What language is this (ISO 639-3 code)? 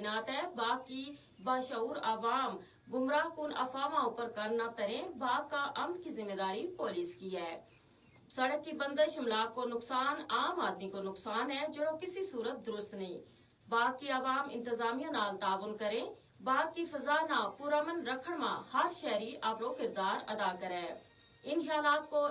gju